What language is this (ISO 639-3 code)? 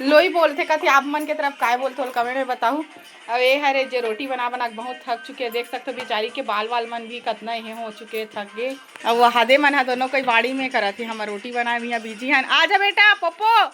hne